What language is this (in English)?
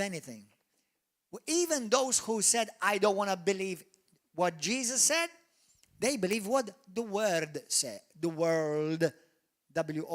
English